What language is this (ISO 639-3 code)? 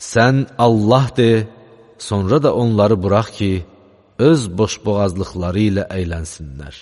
aze